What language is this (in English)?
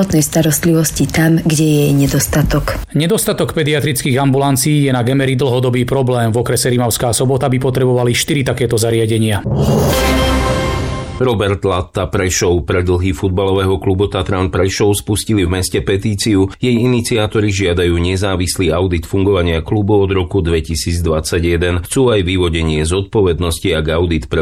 Slovak